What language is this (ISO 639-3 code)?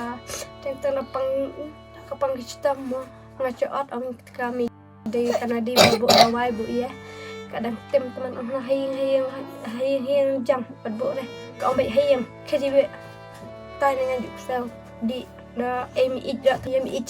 kha